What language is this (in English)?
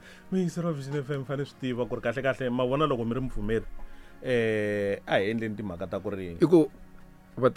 Tsonga